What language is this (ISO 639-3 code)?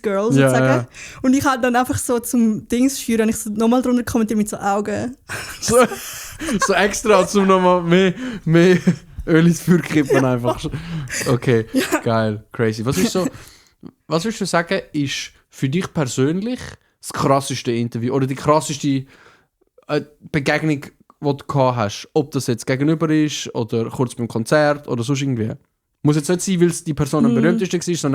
gsw